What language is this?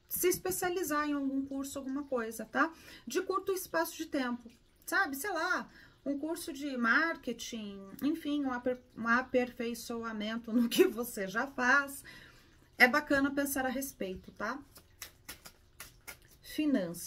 Portuguese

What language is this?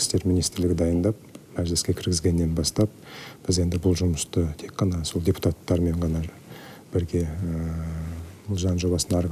Kazakh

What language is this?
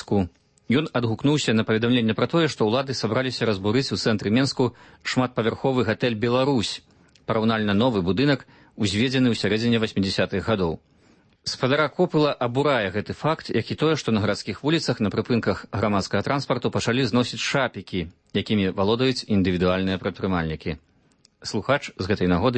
Belarusian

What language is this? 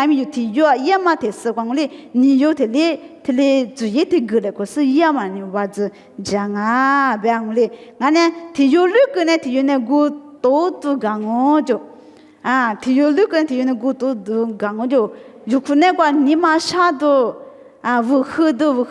Lisu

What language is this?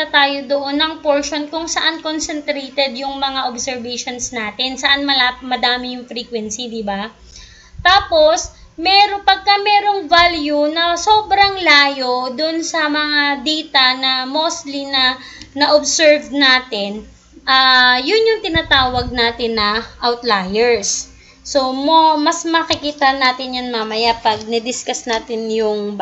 Filipino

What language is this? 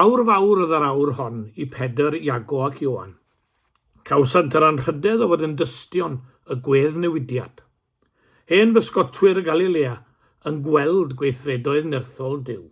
Welsh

